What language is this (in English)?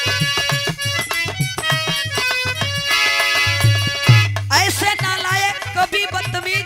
Bhojpuri